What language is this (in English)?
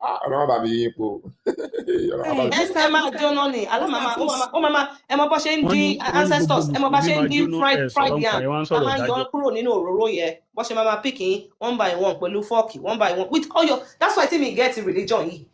Yoruba